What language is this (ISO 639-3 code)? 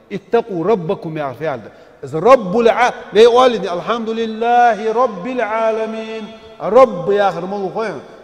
inh